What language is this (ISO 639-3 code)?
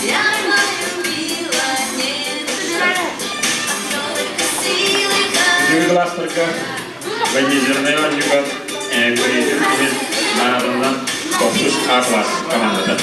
sah